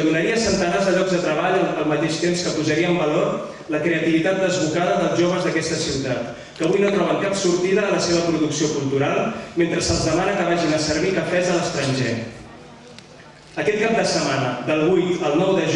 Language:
Catalan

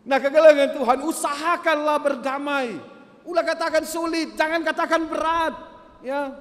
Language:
Batak Karo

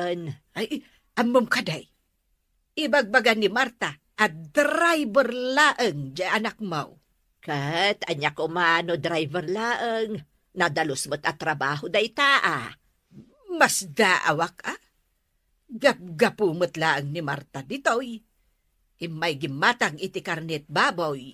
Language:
Iloko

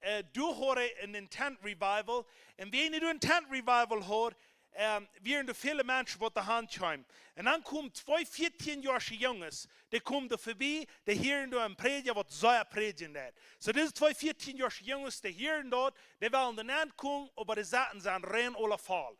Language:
Plautdietsch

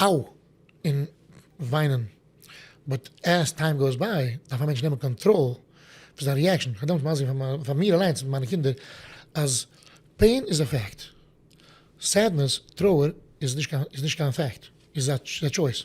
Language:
Yiddish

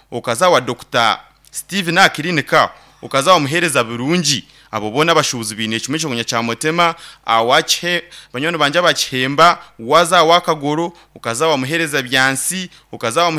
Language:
Nyankole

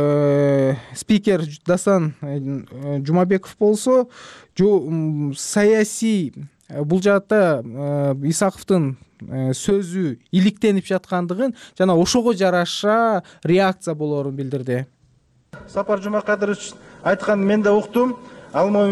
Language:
Kyrgyz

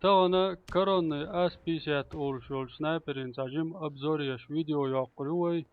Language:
Chechen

